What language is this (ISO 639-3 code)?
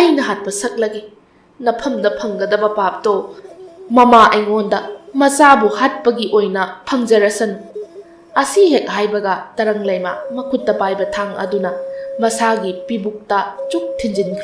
mni